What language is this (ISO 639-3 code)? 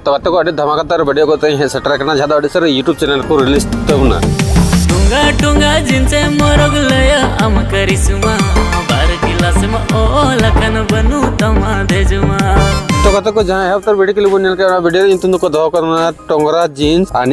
sat